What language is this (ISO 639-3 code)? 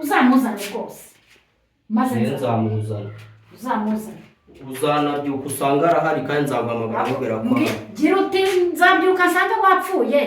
kin